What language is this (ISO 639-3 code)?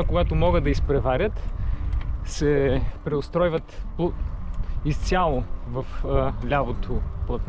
bul